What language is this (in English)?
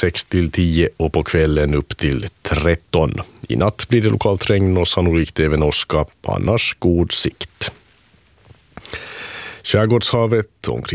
Swedish